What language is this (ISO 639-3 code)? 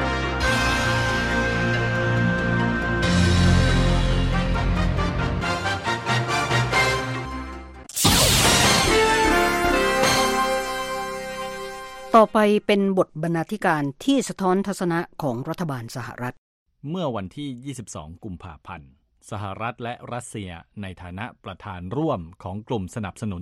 tha